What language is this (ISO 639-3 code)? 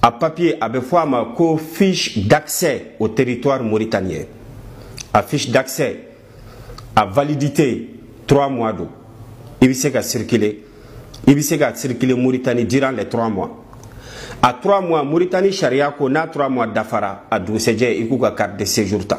bam